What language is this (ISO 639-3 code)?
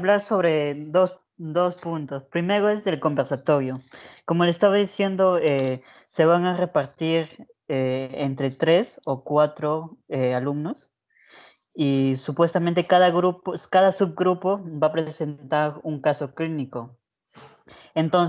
spa